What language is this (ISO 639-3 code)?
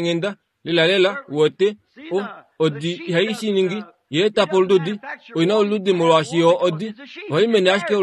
kua